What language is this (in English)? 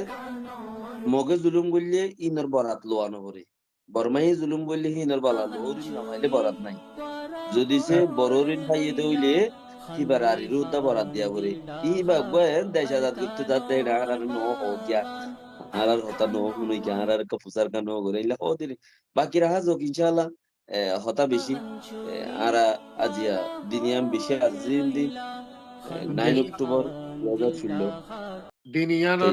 Rohingya